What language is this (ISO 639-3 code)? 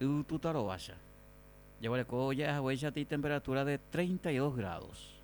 grn